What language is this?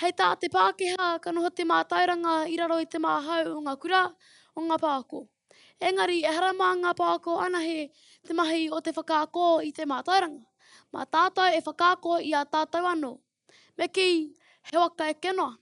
Māori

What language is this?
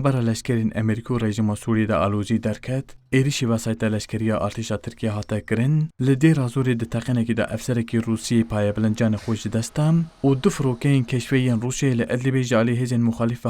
Kurdish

